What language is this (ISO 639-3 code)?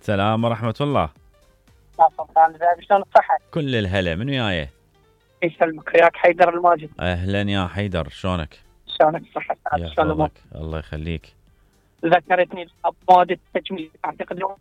acm